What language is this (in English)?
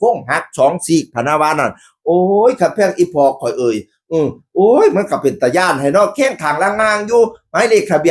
Northeastern Thai